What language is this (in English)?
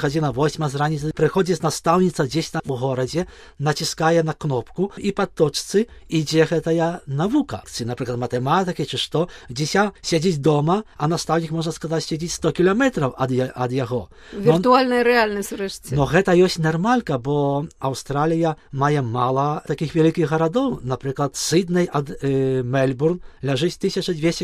Belarusian